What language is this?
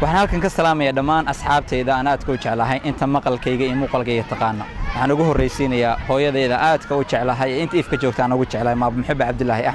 Somali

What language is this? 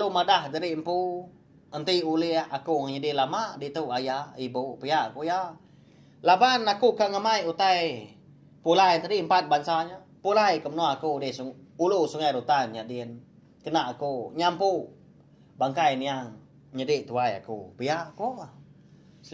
Iban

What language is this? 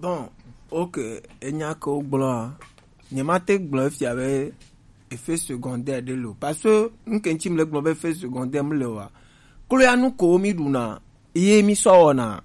Gen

